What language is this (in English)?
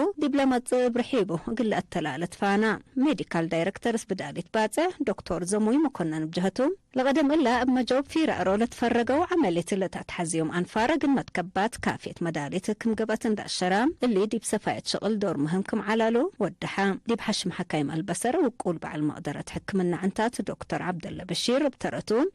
Tigre